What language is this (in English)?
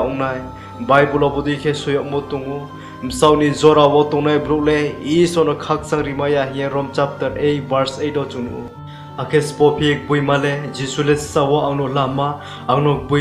Riang (India)